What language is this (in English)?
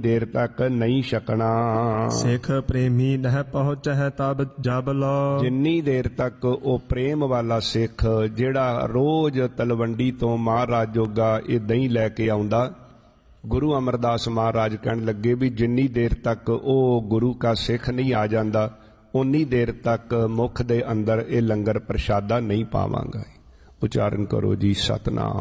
Punjabi